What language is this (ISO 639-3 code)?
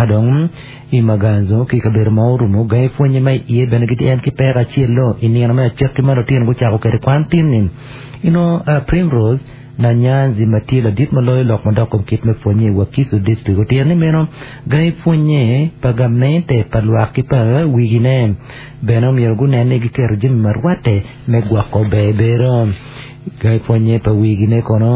ach